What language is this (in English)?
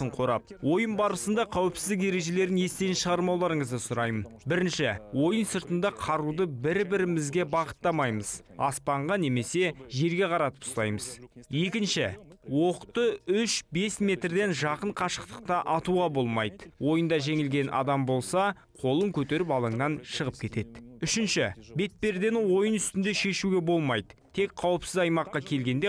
Kazakh